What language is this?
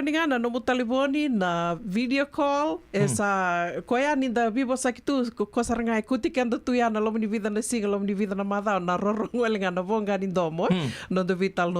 Fijian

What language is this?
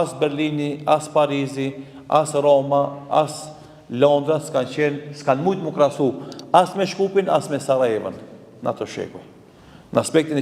Albanian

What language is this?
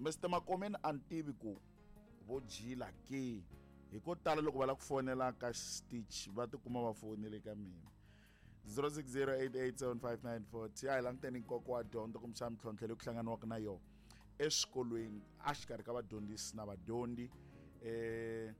Tsonga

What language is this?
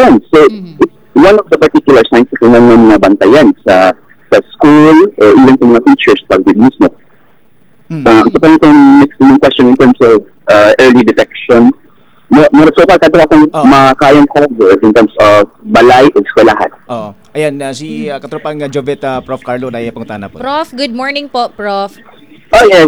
Cebuano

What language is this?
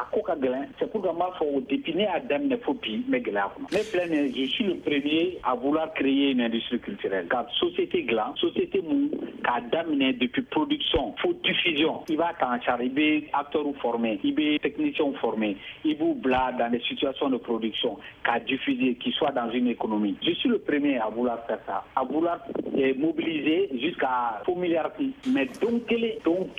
Bambara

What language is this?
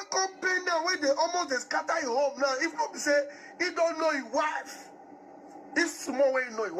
Nigerian Pidgin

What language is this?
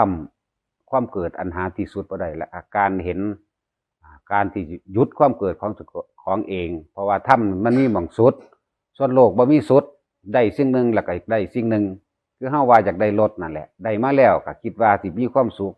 Northeastern Thai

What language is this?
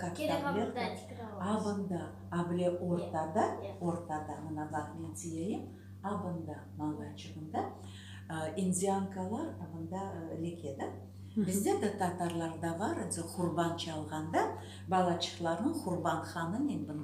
Crimean Tatar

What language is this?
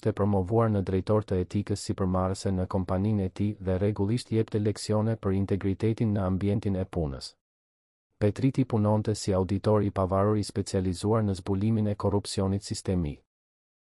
Albanian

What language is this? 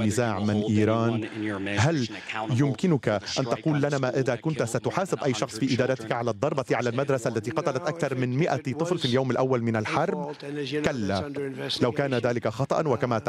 Arabic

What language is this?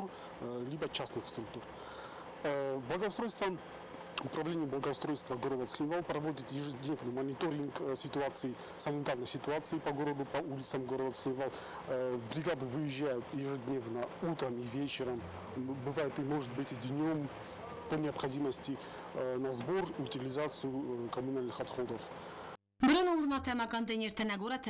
Ossetic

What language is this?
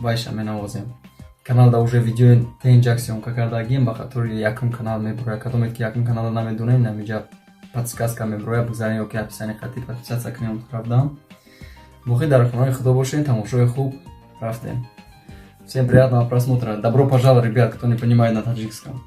Tajik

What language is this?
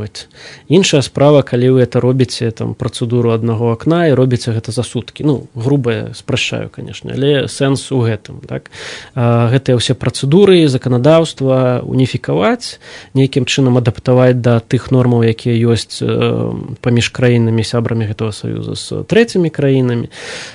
Belarusian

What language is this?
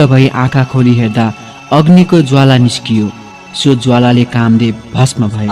Nepali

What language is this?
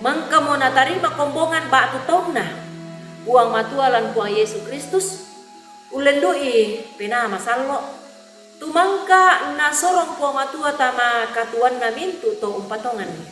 Toraja-Sa'dan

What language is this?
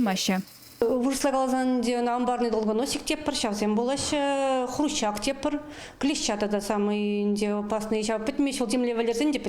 Chuvash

